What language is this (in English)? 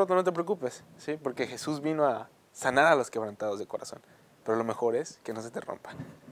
Spanish